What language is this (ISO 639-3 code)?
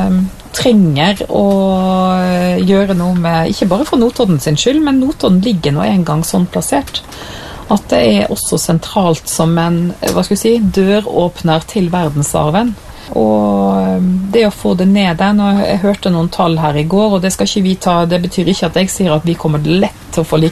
nor